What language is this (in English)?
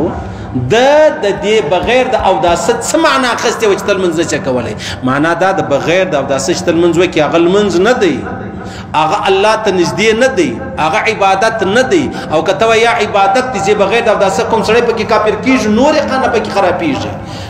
Pashto